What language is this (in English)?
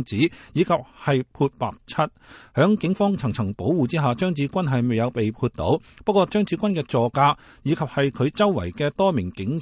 Cantonese